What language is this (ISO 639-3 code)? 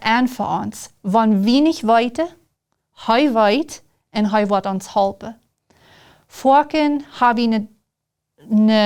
pdt